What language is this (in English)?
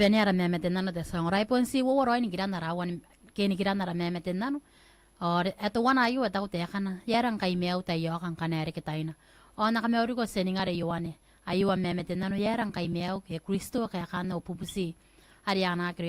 Gilbertese